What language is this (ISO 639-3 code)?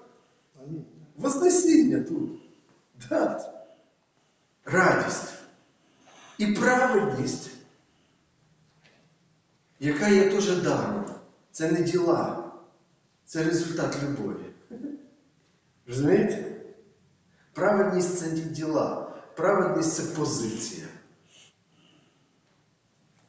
ukr